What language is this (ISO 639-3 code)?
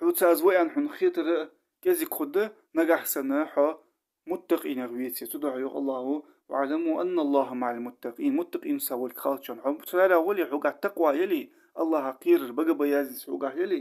inh